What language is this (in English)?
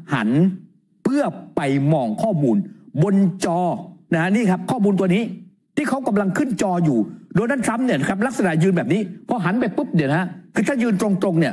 Thai